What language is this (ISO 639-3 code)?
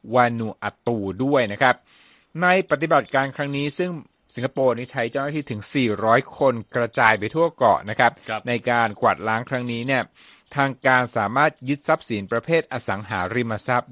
tha